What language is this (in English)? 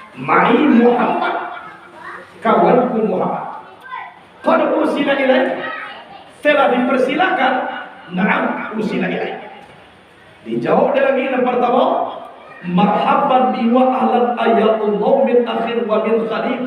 Minangkabau